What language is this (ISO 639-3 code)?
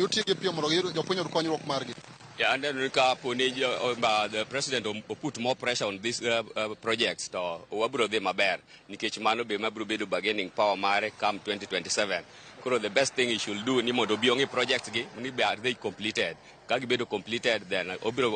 luo